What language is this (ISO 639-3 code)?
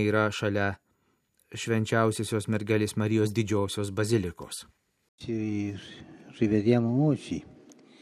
lit